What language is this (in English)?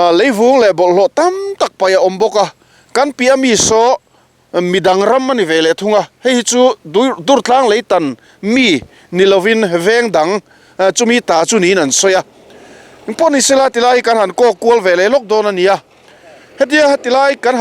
Mizo